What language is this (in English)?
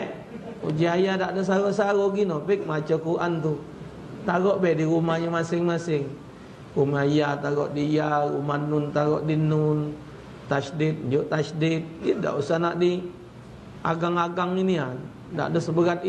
Musi